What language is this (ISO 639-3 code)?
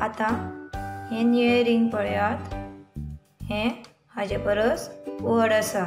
kok